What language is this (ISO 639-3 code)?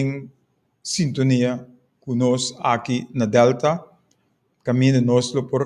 pap